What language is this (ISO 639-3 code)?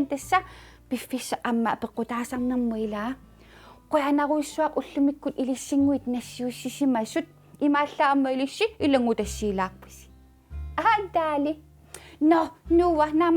kal